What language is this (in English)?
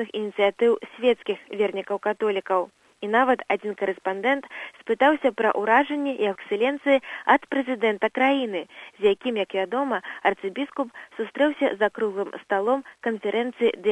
Belarusian